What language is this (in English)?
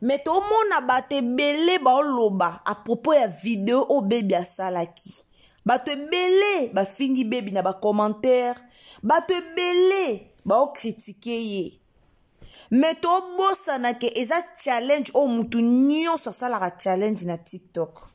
Lingala